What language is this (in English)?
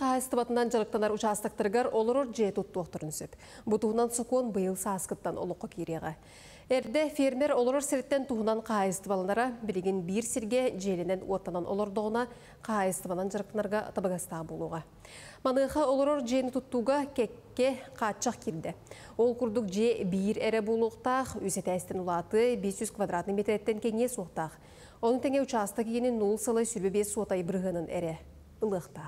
Yakut